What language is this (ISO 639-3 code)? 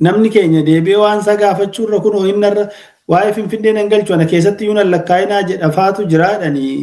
orm